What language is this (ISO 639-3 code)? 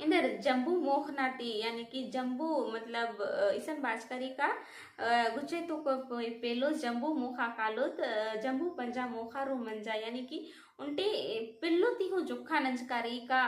kru